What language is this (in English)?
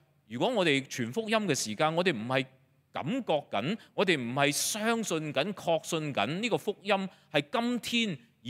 Cantonese